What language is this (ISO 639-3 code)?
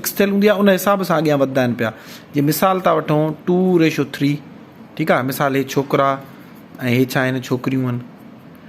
snd